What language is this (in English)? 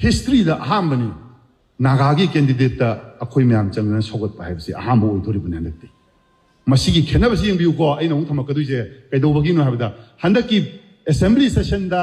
Manipuri